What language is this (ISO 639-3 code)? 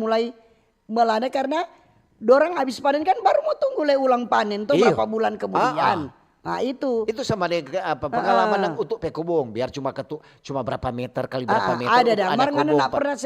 xmm